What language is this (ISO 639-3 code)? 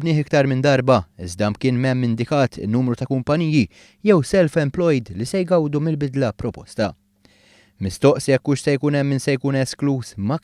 mlt